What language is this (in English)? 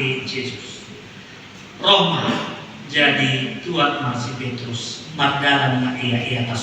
Batak Simalungun